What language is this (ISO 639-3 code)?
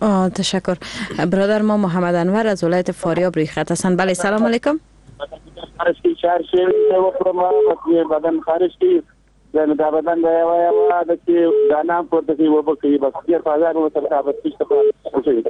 fas